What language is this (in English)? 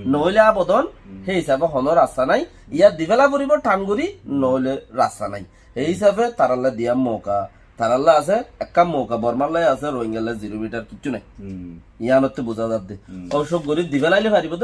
Rohingya